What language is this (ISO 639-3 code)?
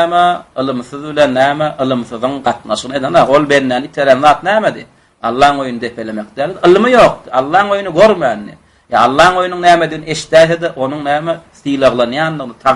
tuk